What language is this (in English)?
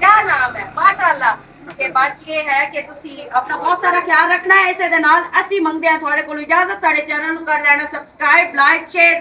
Western Panjabi